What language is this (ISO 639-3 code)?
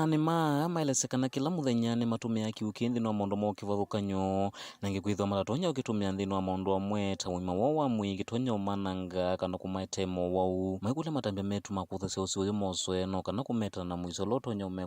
kam